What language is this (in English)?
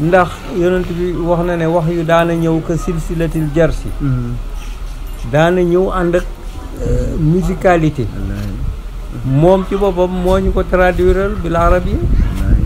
Wolof